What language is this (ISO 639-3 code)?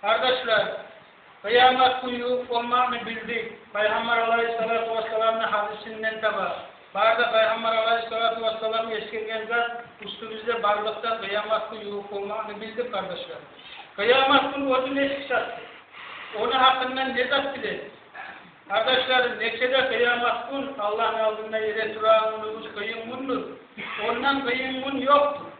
kum